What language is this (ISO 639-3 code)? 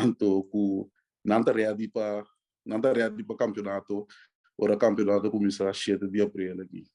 pap